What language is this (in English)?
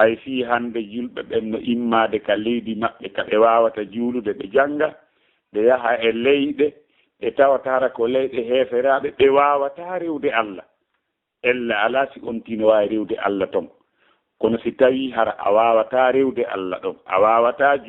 Fula